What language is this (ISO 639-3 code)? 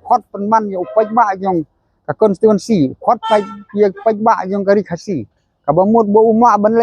kha